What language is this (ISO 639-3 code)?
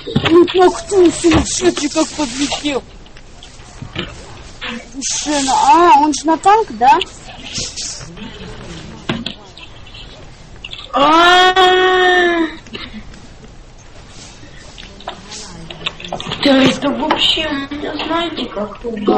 rus